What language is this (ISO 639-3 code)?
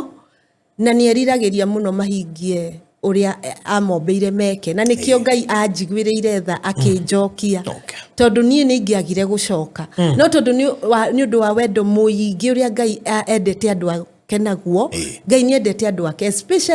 kik